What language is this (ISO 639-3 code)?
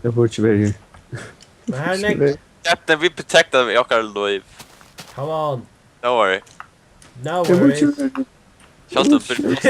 fao